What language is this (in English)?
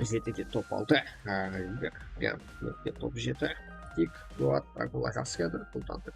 Kara-Kalpak